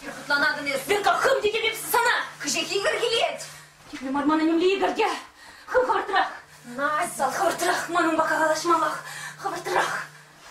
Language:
Chuvash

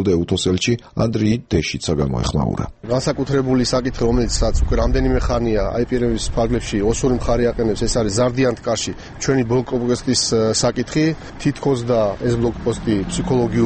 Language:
Georgian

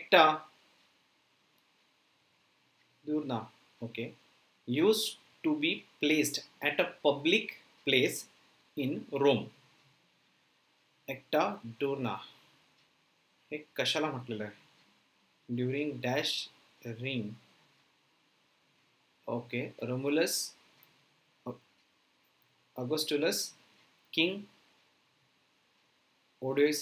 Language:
Marathi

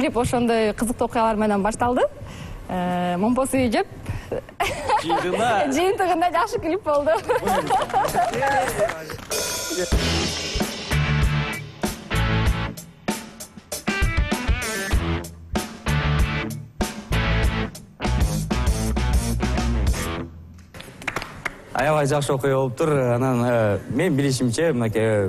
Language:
Kyrgyz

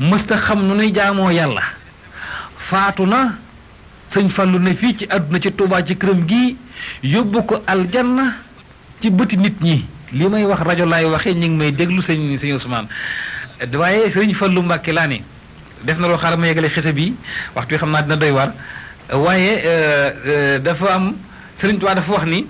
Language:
Wolof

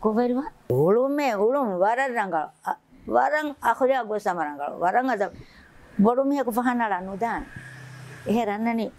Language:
Divehi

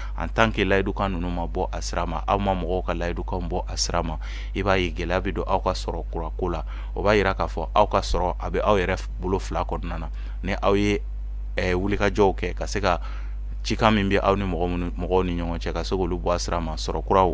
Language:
Bambara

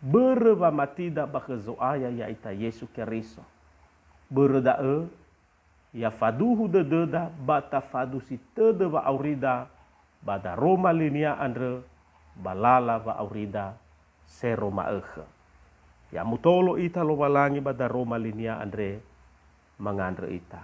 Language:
Nias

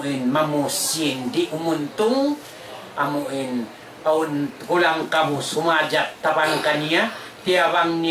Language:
Tausug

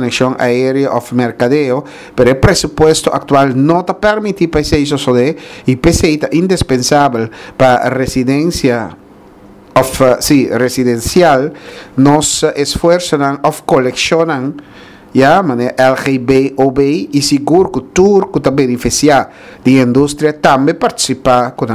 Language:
Papiamento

